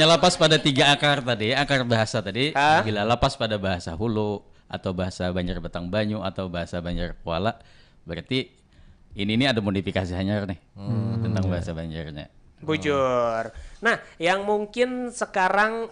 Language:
Banjar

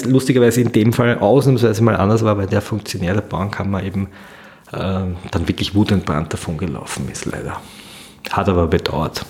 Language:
German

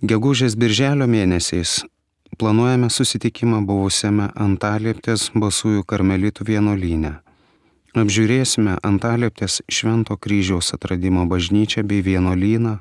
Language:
Lithuanian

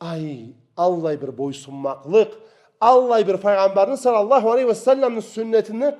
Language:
Karachay-Balkar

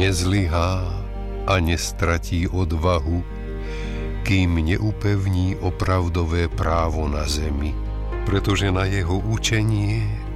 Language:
Slovak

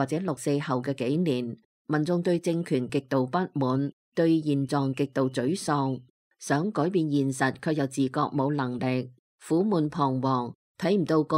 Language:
Cantonese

